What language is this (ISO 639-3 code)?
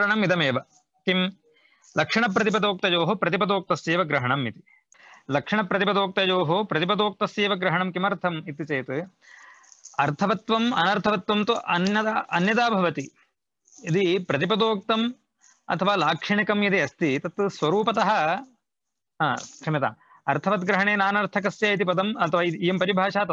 san